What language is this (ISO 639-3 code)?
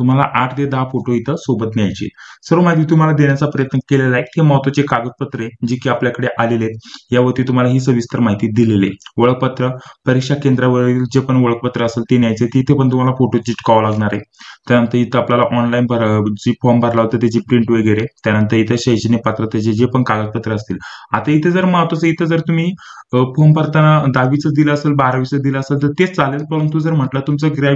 mar